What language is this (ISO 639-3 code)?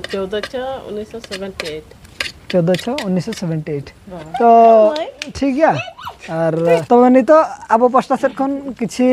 sat